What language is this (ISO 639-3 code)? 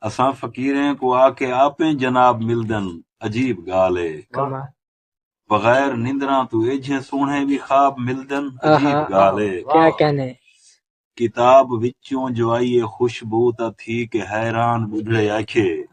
skr